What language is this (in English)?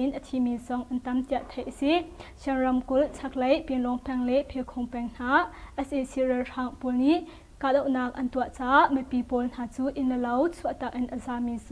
Hakha Chin